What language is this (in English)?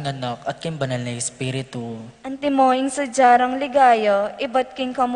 Pampanga